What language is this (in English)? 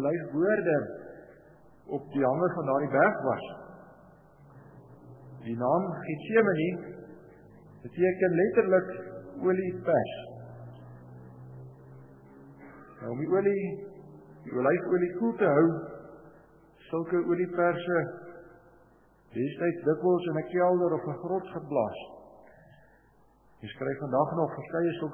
Afrikaans